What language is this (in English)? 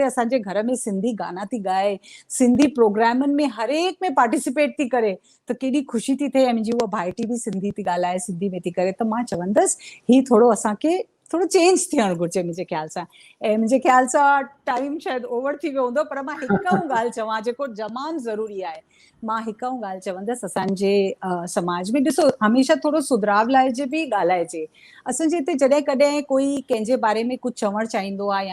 Sindhi